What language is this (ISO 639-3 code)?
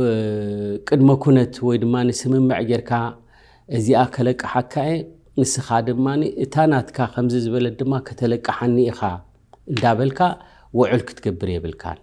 tir